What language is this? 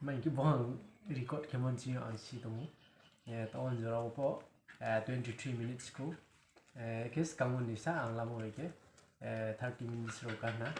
Riang (India)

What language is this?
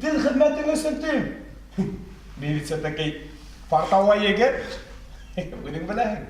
Bashkir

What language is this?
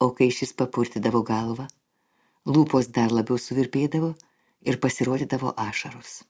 Lithuanian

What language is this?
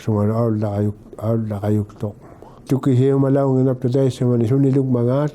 Inuktitut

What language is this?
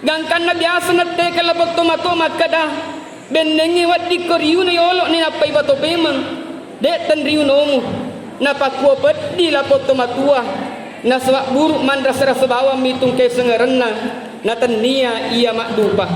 Buginese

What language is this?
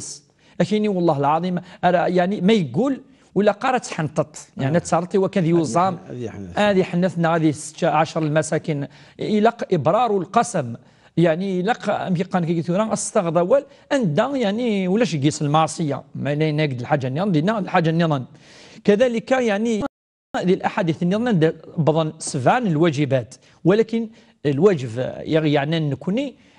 Kabyle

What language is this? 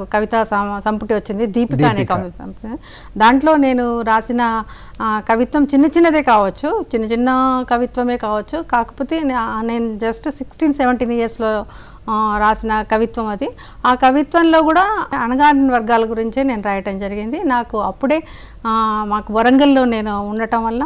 Telugu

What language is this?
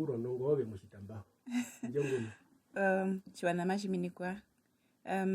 Herero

